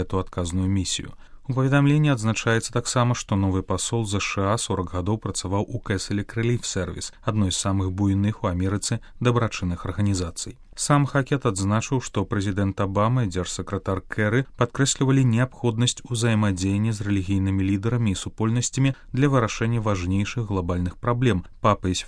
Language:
Belarusian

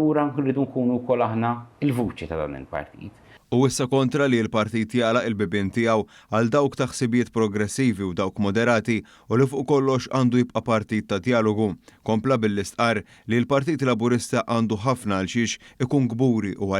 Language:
Maltese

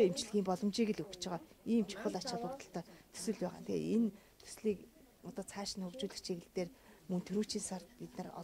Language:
Mongolian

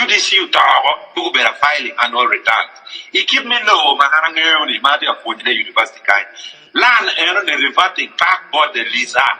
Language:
Acoli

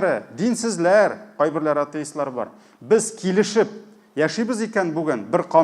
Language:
Tatar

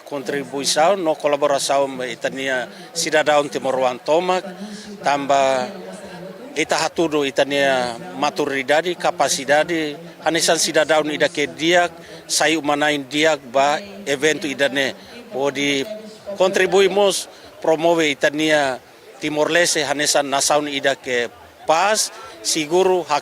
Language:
Tetum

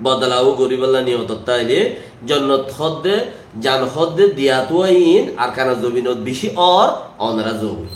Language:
Rohingya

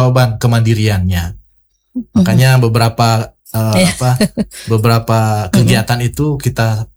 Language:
Indonesian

